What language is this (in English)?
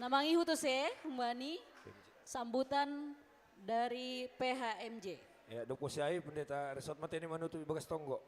Batak Simalungun